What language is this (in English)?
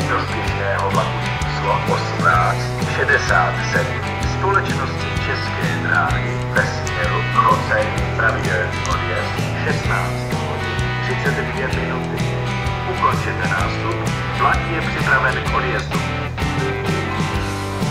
Czech